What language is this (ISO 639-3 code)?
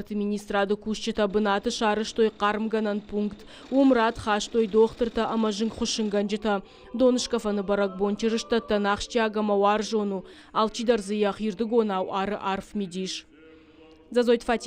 oss